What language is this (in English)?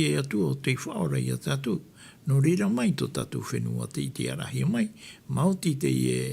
Tahitian